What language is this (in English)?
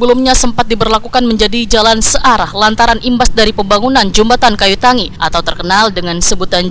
Banjar